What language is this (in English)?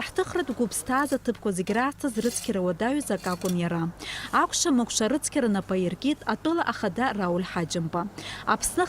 Abkhazian